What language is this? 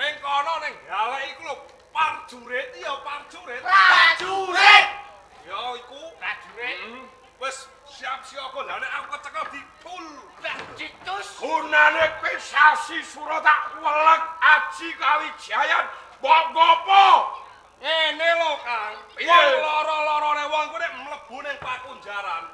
Javanese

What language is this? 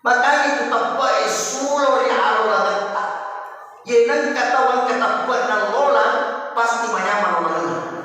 Buginese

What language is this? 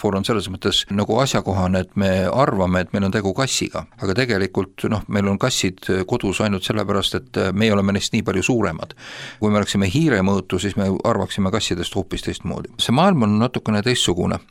Estonian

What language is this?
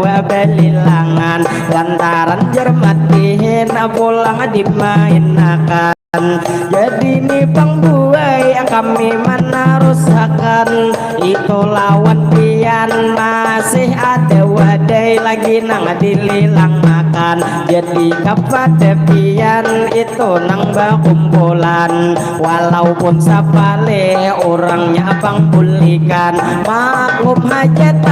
Banjar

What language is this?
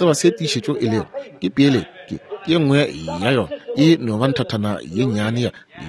Northern Sotho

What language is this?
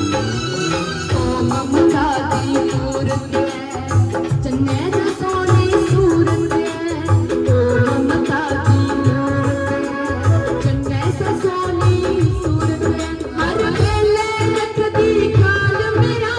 Dogri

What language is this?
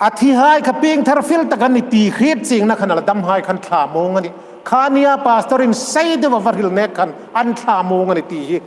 Hmar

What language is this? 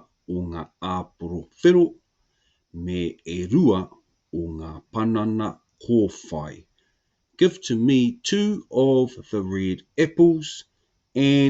Māori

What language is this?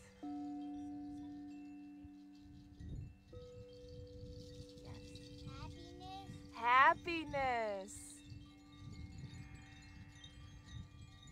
English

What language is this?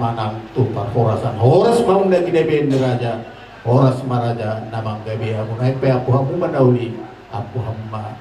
Batak Toba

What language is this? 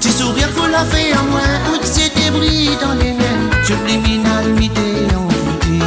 Réunion Creole French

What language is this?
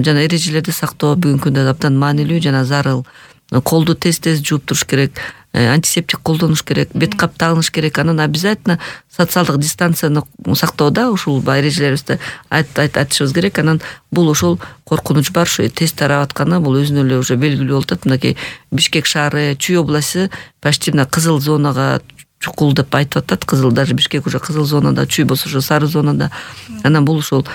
Kyrgyz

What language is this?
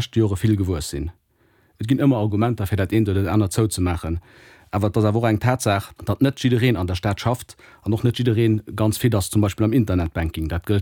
Luxembourgish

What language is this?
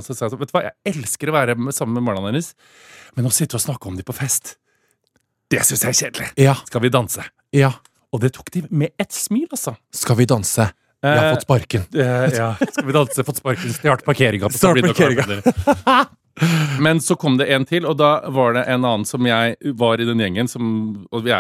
Norwegian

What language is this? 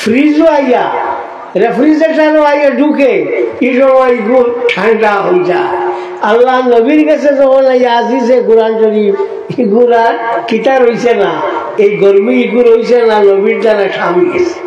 Sylheti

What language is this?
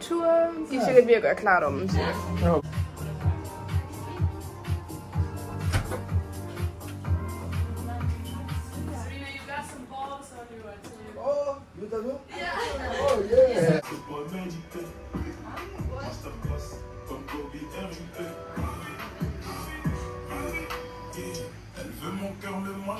Danish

